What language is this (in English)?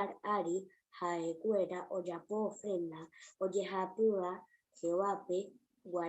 Guarani